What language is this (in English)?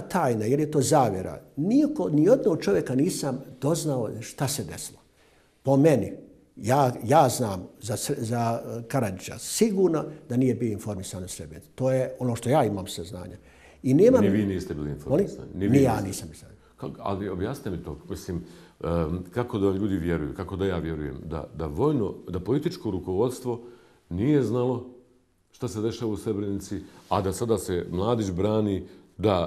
Bosnian